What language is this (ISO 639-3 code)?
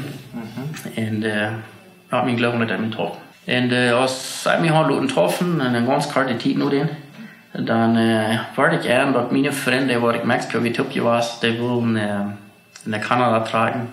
pdt